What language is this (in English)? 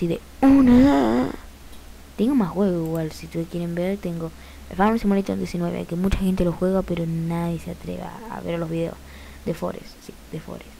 Spanish